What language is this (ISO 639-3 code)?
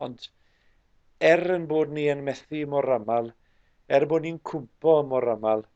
cym